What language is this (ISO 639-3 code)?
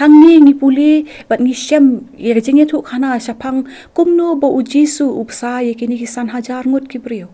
kha